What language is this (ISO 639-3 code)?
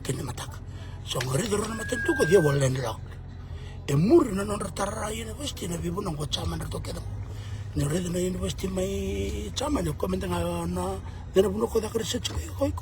fij